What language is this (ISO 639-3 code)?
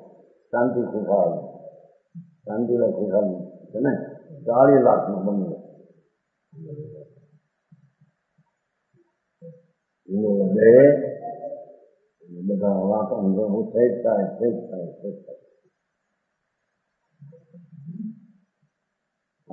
guj